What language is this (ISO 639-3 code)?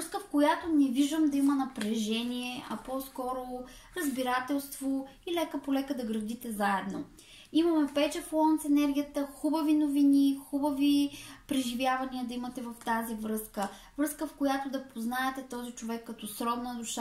bul